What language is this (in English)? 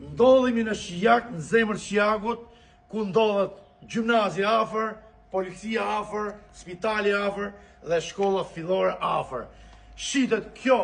Albanian